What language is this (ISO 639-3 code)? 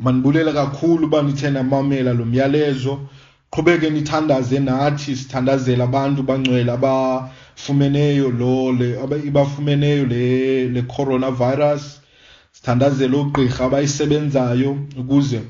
xho